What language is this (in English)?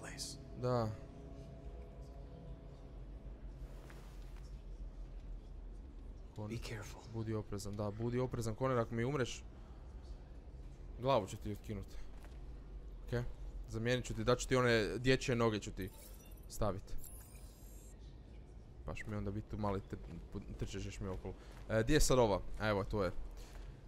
Croatian